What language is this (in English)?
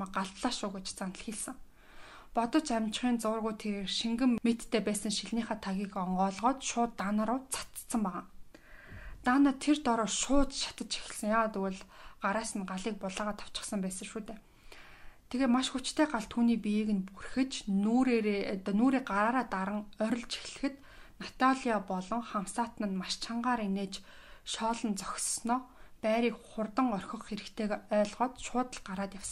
Mongolian